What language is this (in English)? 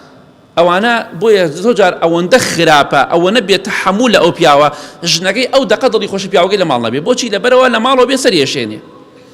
Central Kurdish